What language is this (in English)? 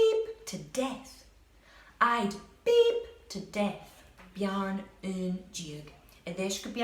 Scottish Gaelic